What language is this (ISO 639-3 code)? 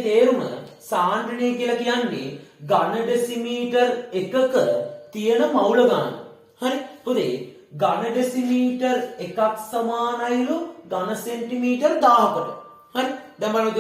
sin